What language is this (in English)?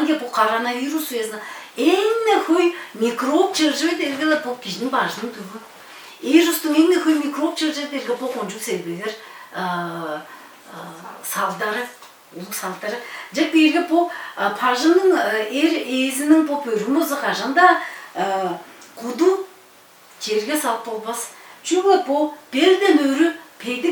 Tuvinian